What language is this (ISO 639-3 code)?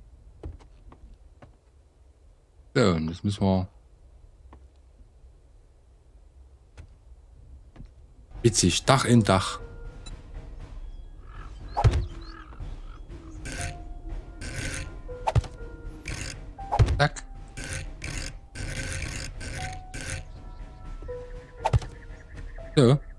deu